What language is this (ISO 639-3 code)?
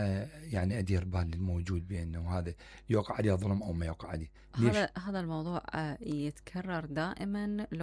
acm